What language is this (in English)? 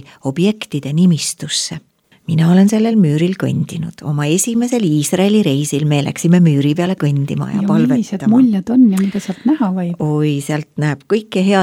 Estonian